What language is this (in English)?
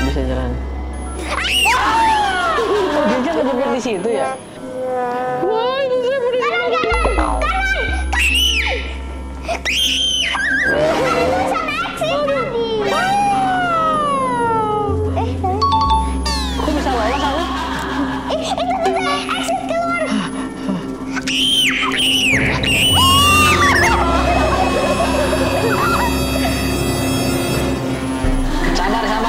Indonesian